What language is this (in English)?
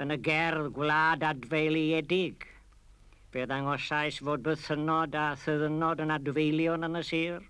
Welsh